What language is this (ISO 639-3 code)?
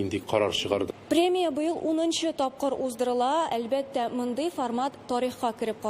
tat